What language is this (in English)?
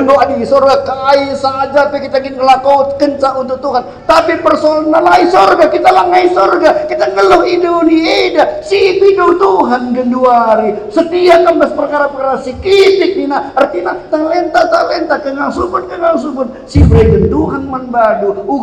Batak Karo